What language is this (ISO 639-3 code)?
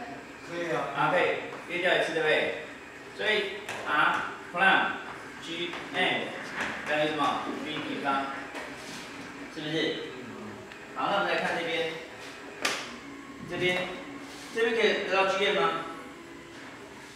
zho